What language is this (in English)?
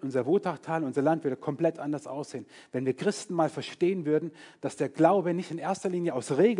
German